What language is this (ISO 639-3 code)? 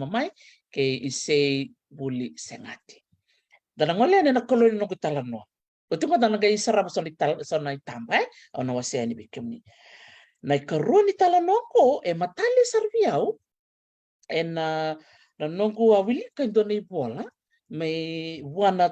fij